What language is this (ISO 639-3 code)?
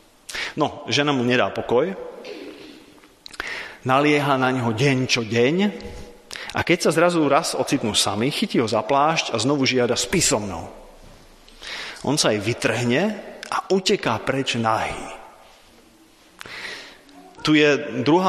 slk